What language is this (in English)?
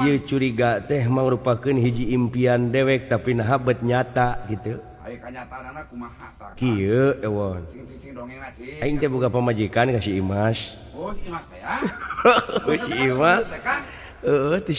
Sundanese